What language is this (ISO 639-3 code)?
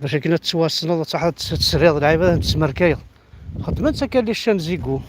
kab